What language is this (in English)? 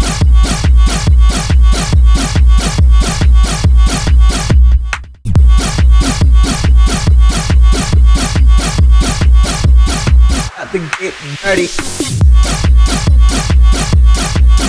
English